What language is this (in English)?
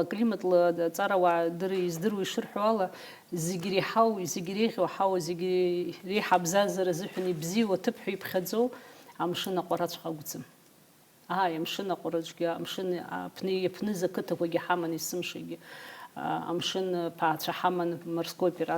Abkhazian